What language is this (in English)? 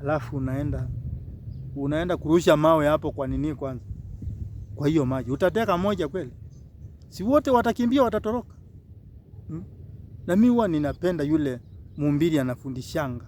Swahili